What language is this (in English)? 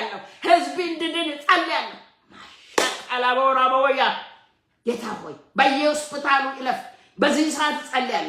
Amharic